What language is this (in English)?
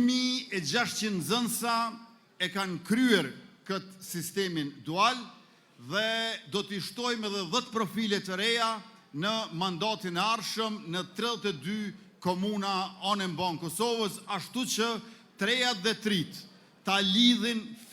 Albanian